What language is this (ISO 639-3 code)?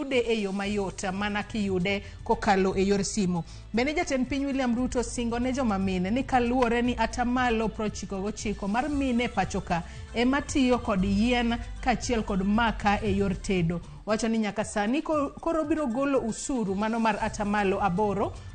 luo